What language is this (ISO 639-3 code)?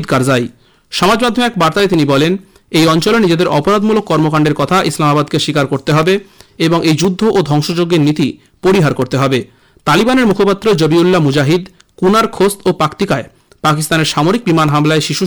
ben